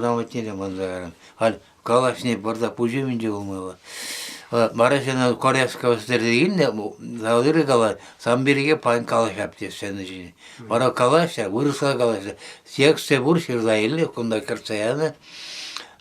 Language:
Chuvash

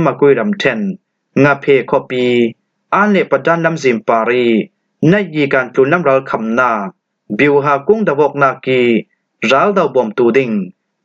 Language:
Falam Chin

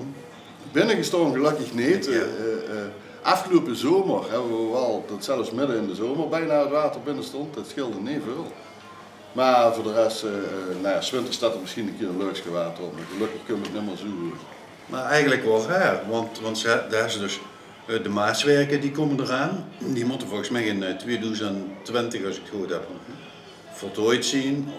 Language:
Limburgish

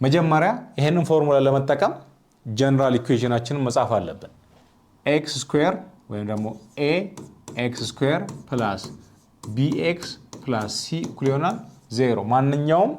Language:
Amharic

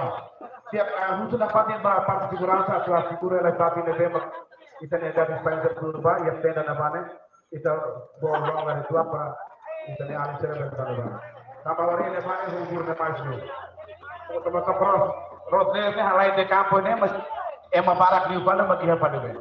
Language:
Tetum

